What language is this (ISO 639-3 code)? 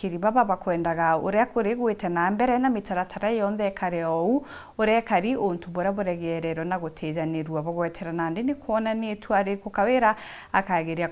mer